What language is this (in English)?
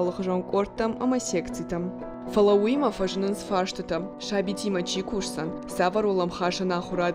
Ossetic